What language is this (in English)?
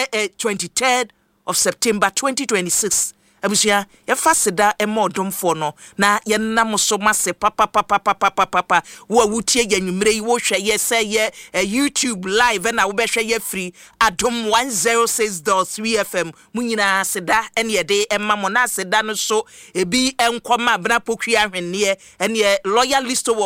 Akan